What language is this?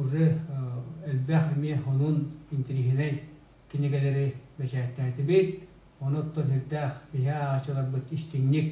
Yakut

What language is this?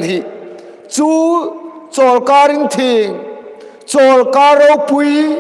Hmar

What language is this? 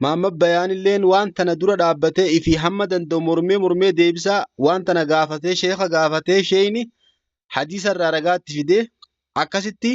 Oromo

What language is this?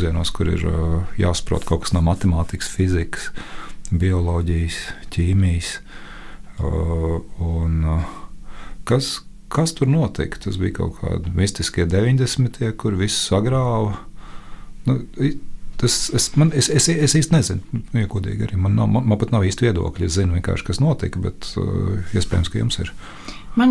Latvian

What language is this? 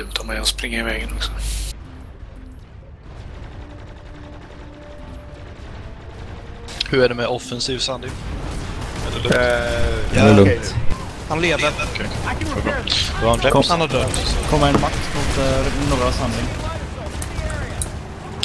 Swedish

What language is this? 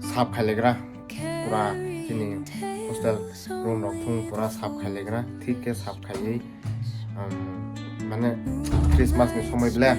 Kok Borok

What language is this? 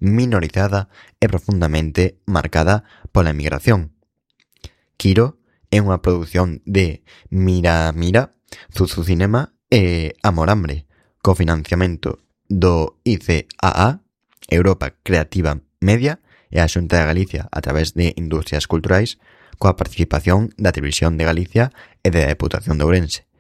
Galician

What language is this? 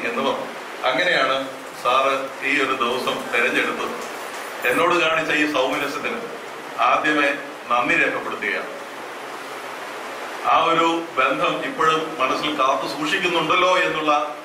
Malayalam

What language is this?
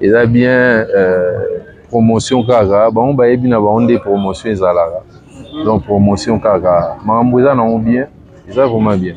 Lingala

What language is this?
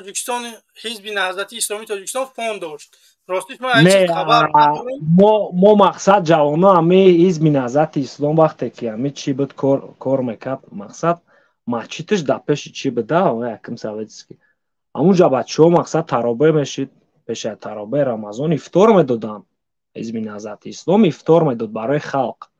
Tajik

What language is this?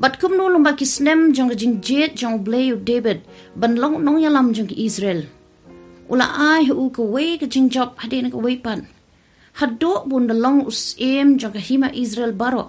Khasi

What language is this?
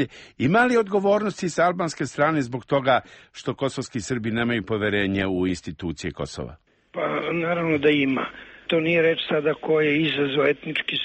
Serbian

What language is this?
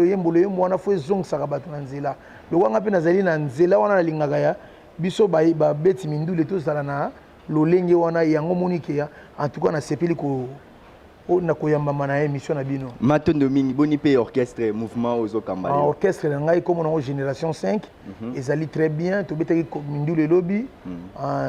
Lingala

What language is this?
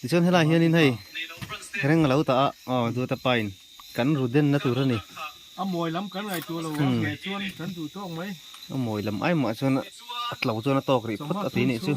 Mizo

